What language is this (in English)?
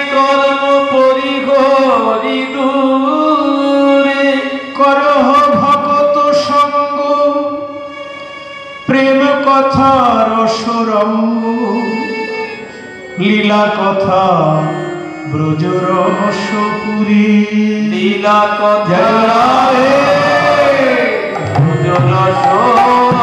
Bangla